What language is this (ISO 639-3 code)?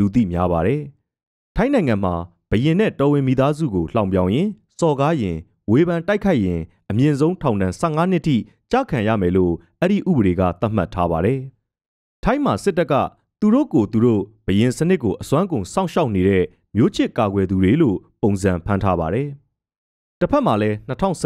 mya